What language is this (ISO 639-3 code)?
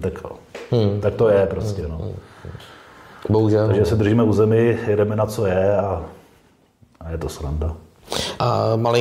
ces